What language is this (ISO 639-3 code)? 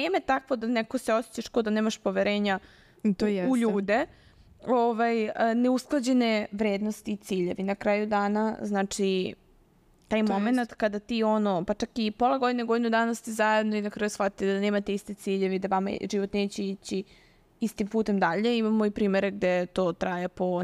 srp